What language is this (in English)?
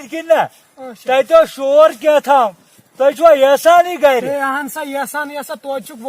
Kashmiri